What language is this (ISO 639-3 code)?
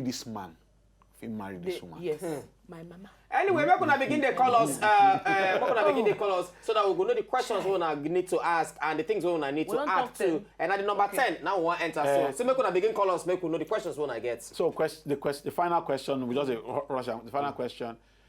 pcm